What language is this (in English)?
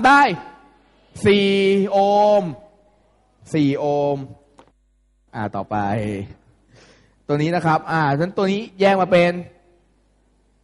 Thai